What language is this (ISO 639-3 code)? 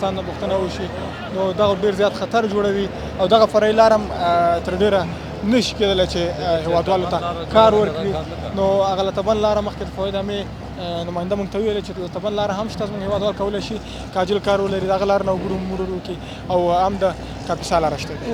pus